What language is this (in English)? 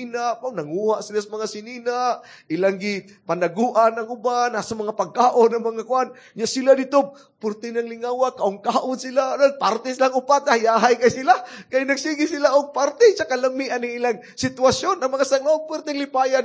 Cebuano